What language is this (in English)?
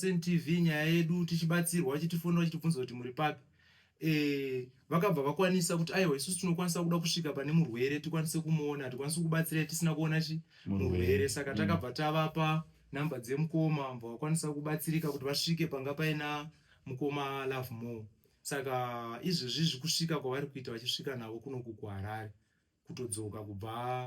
Shona